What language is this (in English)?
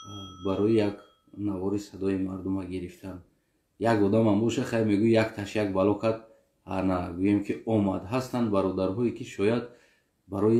Tajik